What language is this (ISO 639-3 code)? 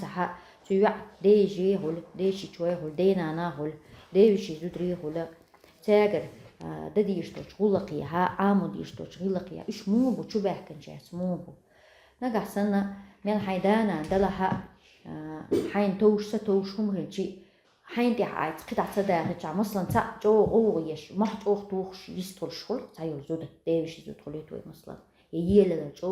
che